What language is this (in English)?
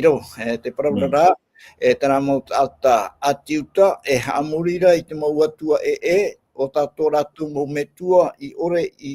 Tahitian